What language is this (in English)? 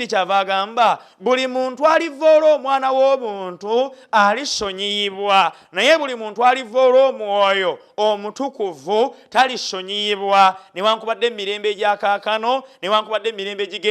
Ganda